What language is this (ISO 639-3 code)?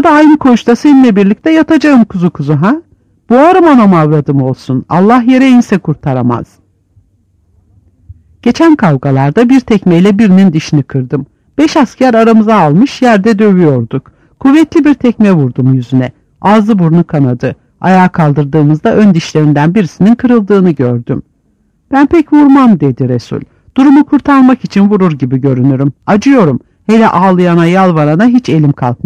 tur